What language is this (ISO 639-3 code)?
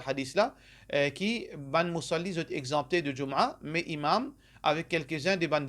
mfe